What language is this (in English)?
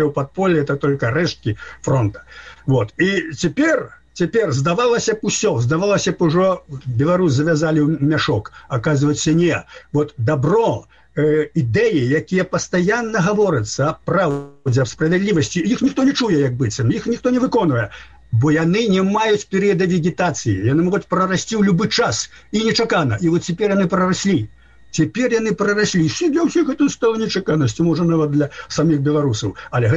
Belarusian